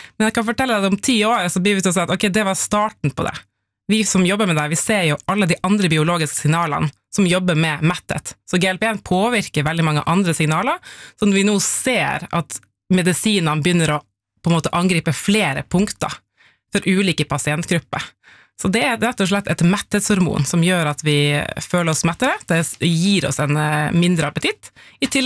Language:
Norwegian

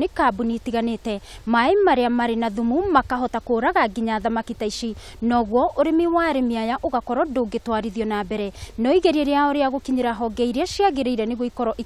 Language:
Kikuyu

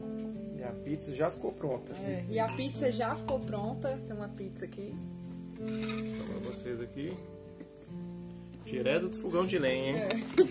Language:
Portuguese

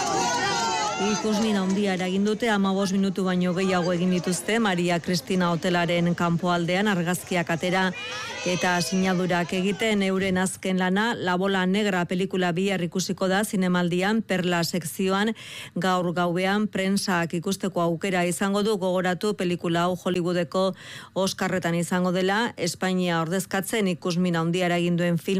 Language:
Basque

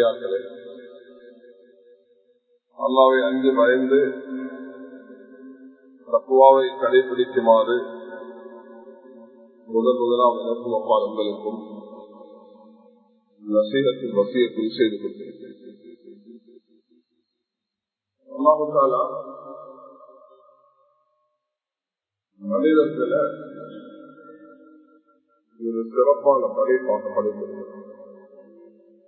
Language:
Tamil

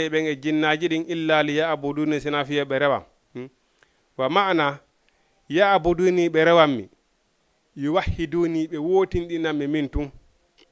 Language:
Fula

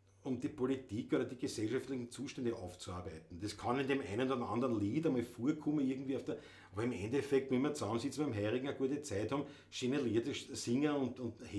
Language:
Bavarian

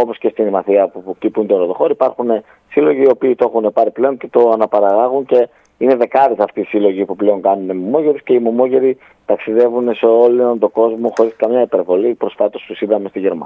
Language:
Greek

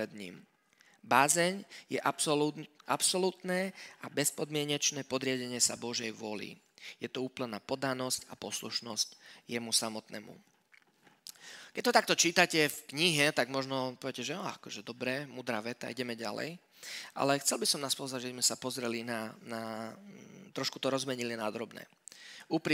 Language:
Slovak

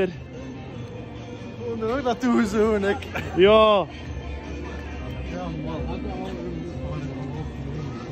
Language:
Dutch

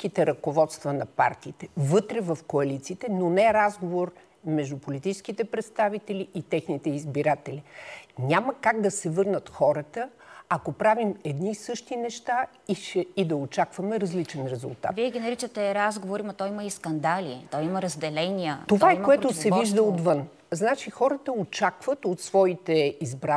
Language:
Bulgarian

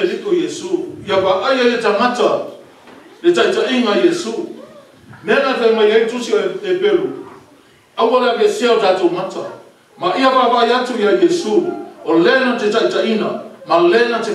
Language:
Samoan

